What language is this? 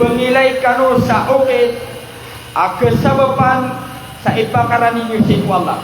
Maranao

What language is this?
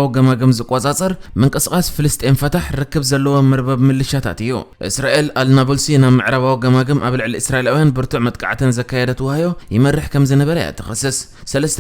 Tigrinya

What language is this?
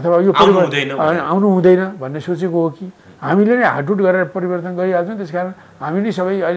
Nepali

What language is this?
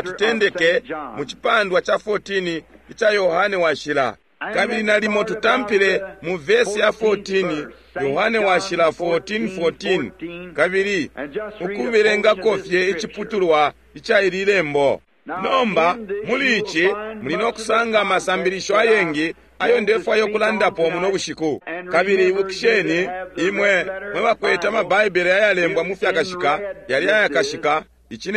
Bemba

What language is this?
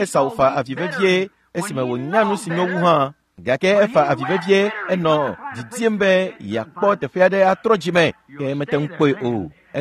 Ewe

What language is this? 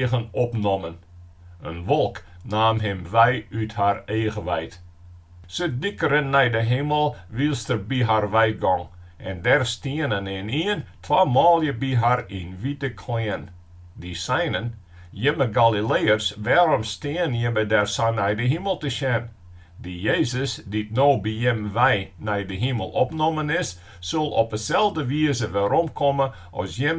Western Frisian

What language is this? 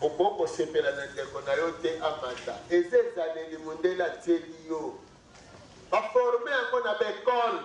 Lingala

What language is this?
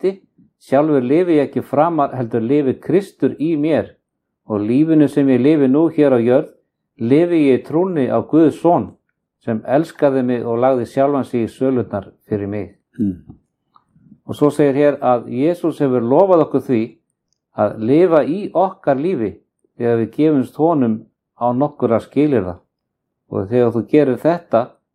Icelandic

